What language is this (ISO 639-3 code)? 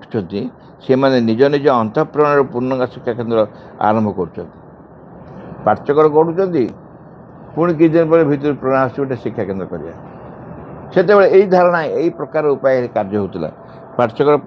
ori